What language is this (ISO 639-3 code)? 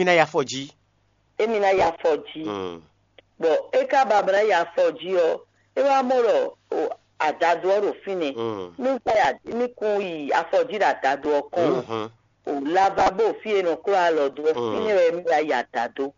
fon